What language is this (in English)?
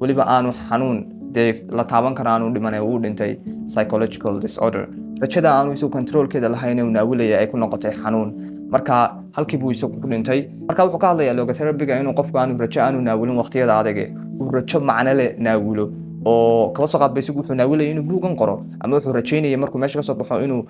Somali